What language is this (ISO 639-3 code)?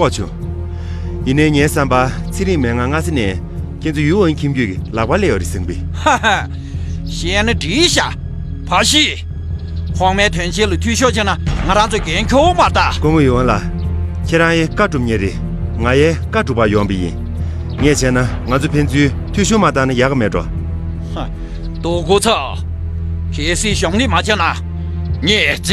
bod